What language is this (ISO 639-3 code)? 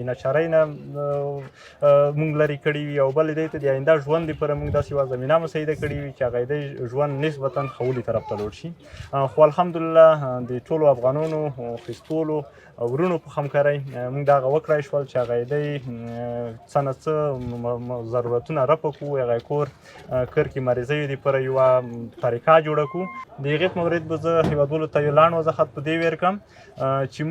pus